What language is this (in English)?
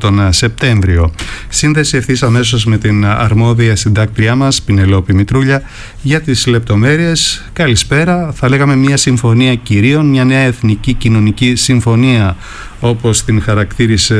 Greek